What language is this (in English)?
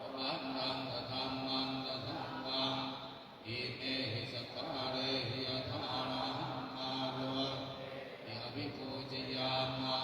Pali